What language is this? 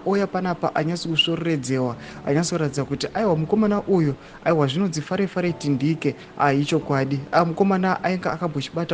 Shona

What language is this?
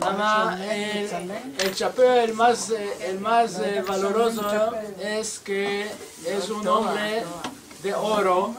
Ladino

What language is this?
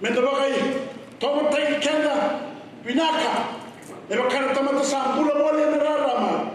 Fijian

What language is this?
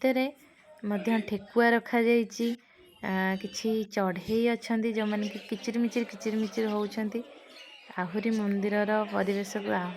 Odia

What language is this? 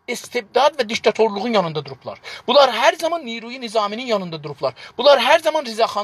South Azerbaijani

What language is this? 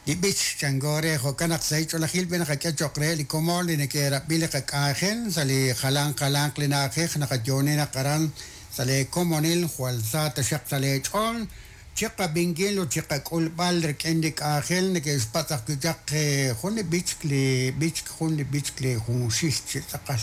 Kekchí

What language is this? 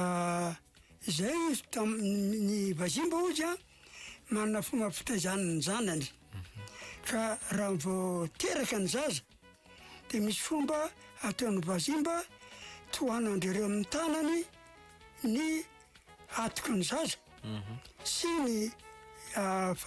Malagasy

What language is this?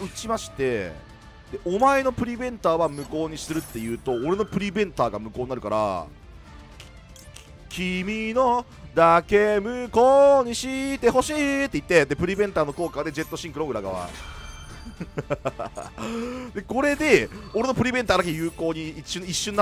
Japanese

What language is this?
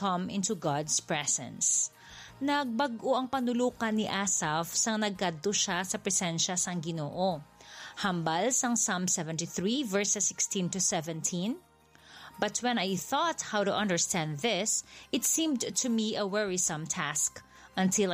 Hiligaynon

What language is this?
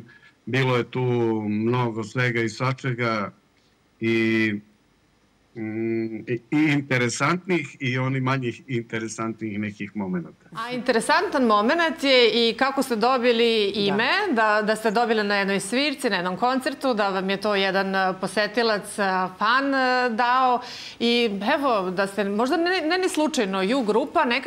Serbian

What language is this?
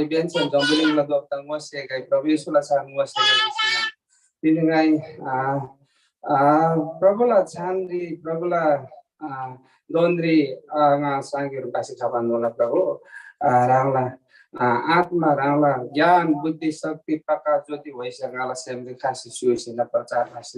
Eastern Tamang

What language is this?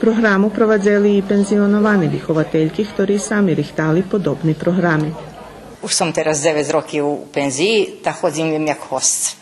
Rusyn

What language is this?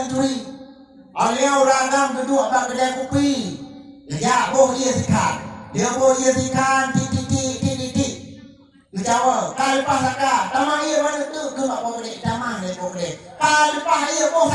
Achinese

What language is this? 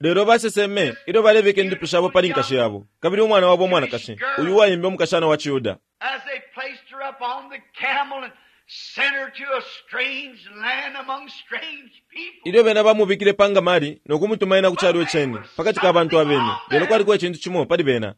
Bemba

